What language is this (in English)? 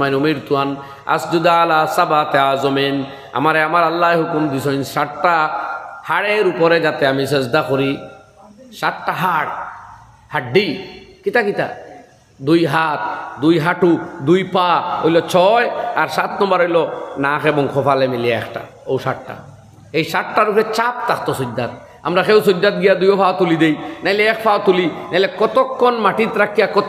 Sylheti